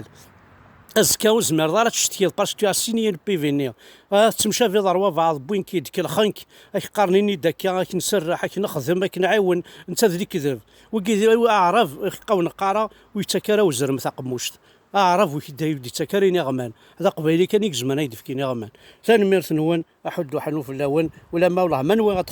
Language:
Kabyle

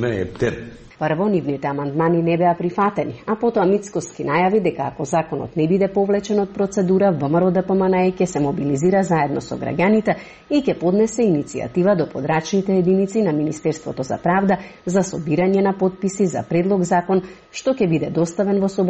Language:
Macedonian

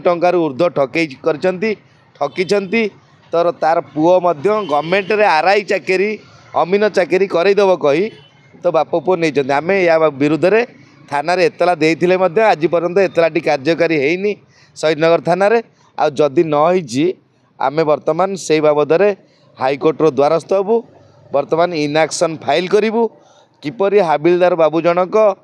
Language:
Odia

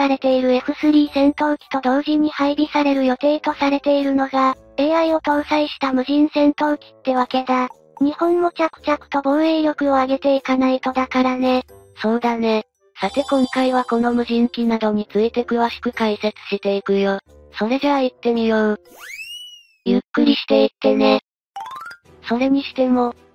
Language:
Japanese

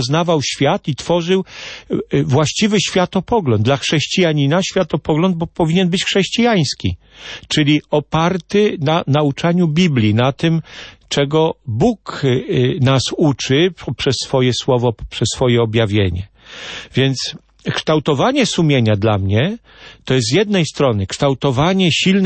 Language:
Polish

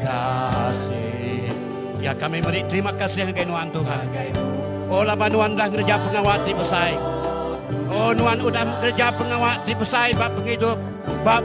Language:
Iban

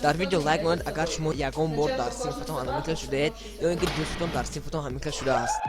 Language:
Tajik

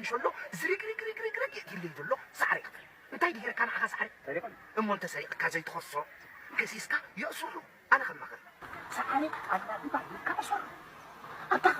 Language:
Tigrinya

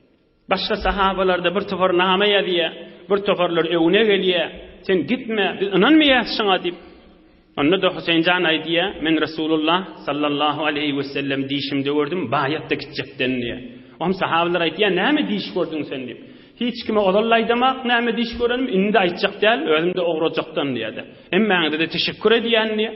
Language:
Turkmen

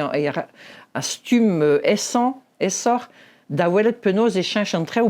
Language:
Breton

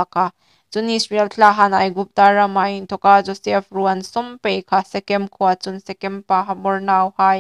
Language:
Hmar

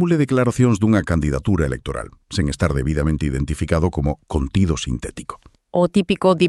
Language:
Galician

